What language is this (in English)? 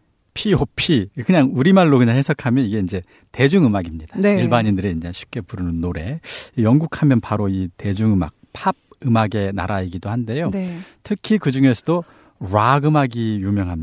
Korean